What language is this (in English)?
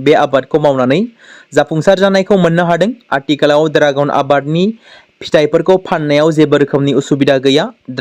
Bodo